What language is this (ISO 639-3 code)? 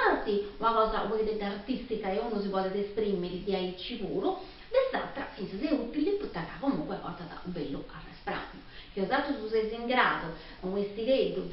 srd